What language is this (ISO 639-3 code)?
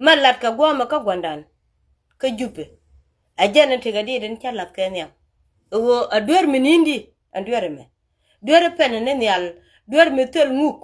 nus